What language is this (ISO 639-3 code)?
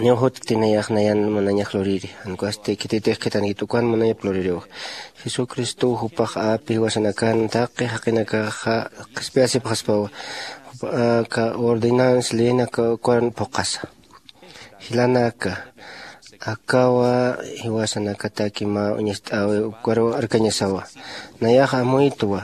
aym